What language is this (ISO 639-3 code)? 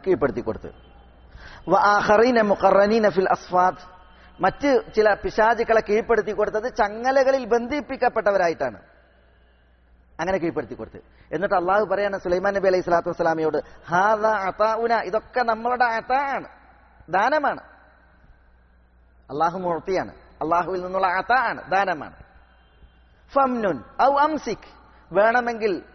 mal